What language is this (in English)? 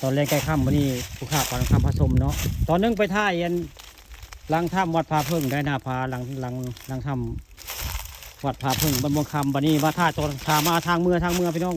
Northeastern Thai